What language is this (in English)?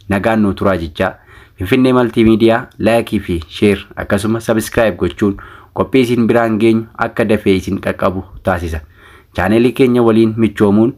Oromo